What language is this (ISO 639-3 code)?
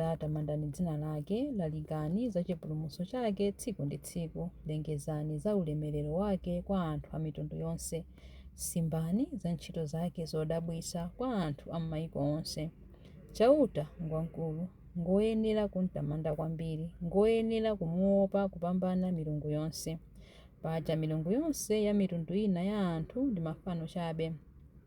nya